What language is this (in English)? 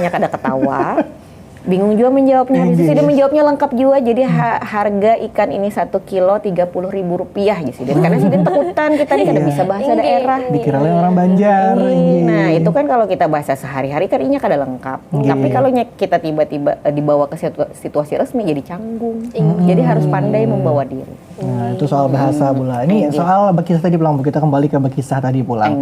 Banjar